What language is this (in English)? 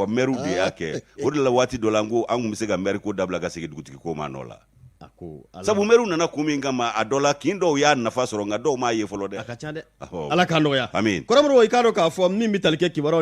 Bambara